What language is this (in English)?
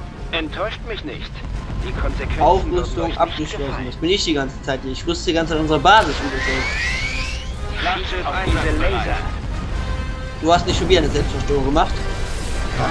German